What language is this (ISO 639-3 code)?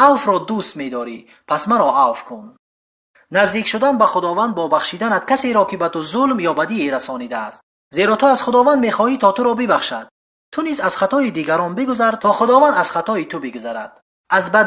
tgk